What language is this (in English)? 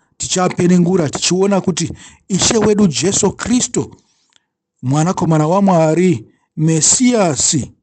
Shona